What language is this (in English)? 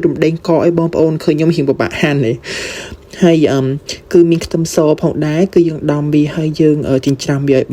Khmer